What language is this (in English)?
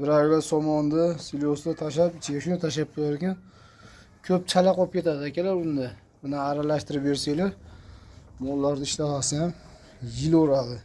Uzbek